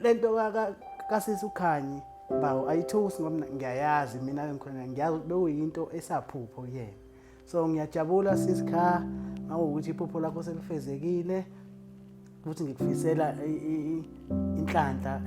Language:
Zulu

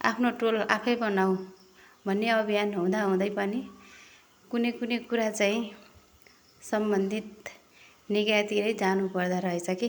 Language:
Nepali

